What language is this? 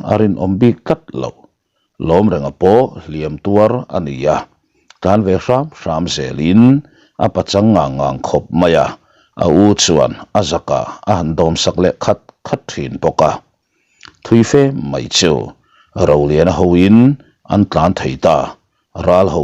Mizo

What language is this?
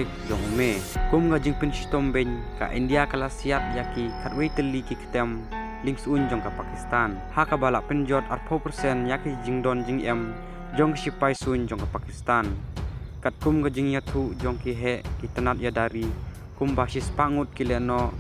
Khasi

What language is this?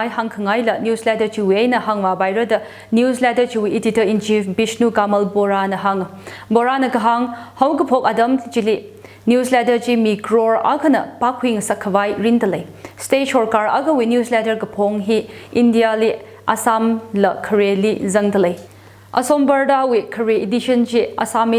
Tangkhul Naga (India)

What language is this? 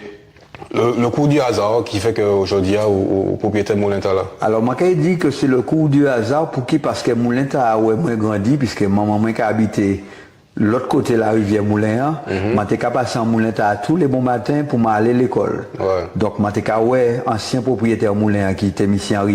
Guadeloupean Creole French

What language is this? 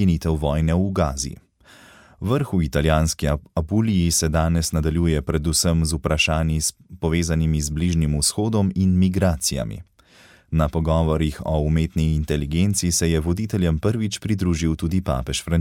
Slovenian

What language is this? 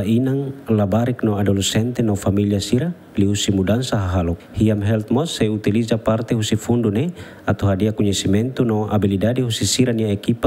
Tetum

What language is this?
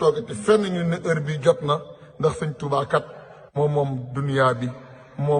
Wolof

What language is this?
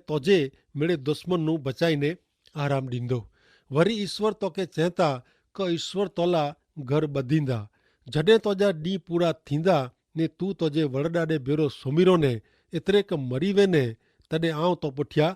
Kachhi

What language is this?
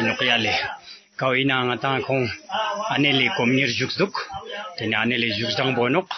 Ladakhi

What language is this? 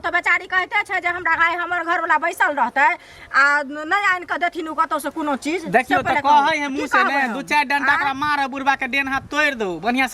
Maithili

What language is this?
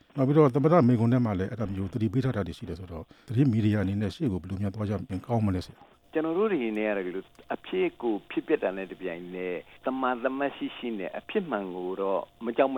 Burmese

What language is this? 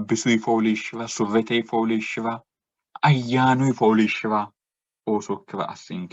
Sidamo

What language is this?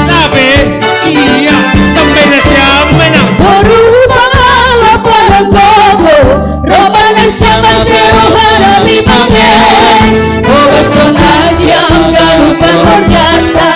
Batak Simalungun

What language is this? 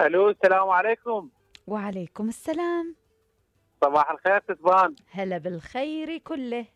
Mesopotamian Arabic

